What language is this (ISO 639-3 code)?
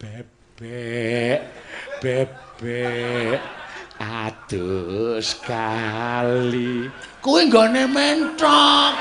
jav